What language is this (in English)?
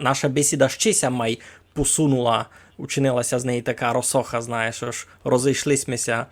Rusyn